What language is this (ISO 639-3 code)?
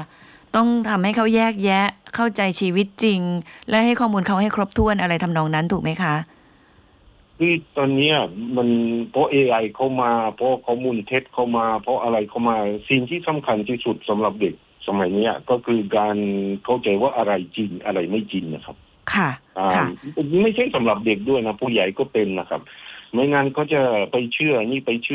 tha